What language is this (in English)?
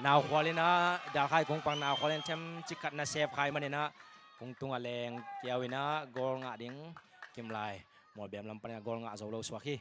Tedim Chin